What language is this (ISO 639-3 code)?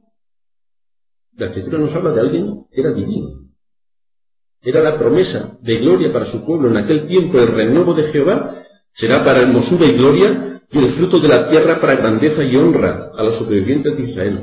spa